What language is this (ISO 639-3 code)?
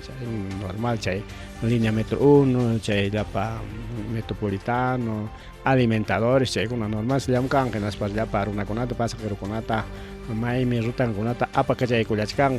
quy